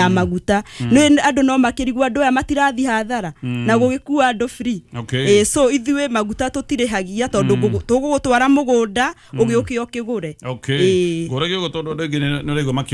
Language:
Kikuyu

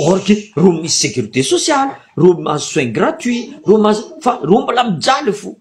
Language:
Malagasy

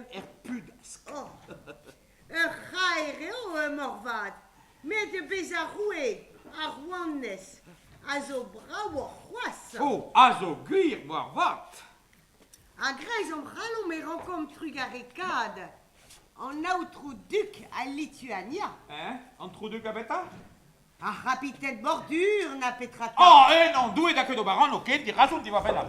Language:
Breton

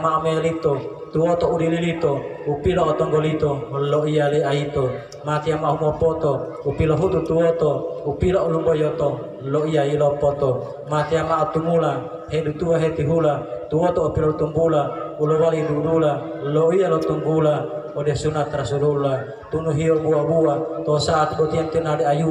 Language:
Gorontalo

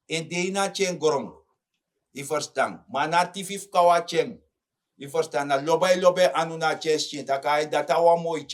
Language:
Sranan Tongo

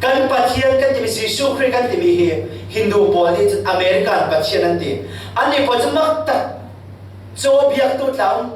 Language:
Falam Chin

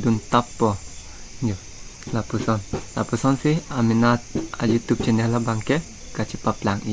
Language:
Karbi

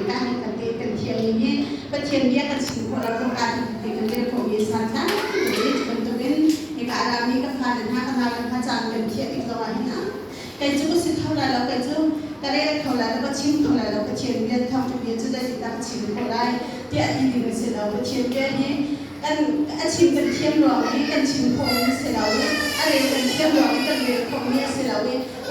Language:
Hakha Chin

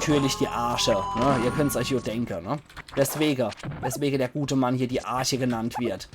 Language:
Palatine German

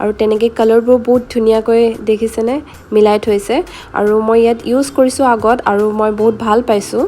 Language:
Assamese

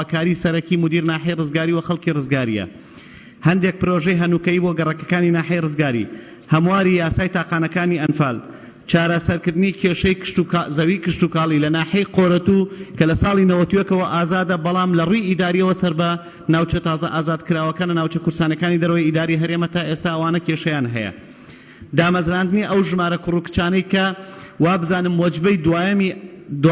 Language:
Central Kurdish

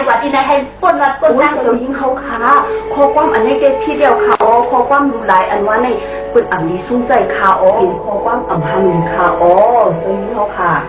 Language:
Shan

